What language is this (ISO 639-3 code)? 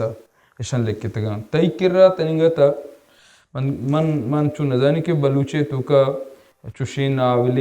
bal